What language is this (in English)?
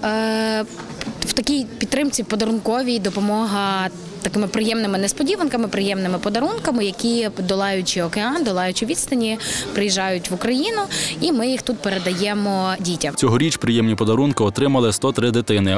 Ukrainian